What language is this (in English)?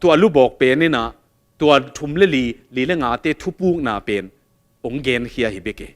Tedim Chin